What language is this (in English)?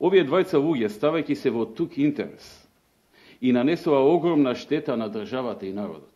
Macedonian